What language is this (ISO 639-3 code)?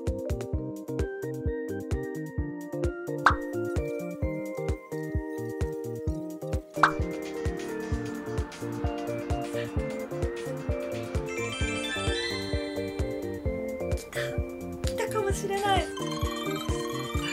jpn